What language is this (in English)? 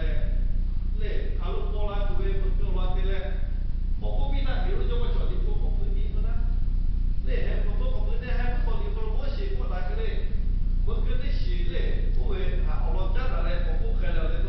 Lahu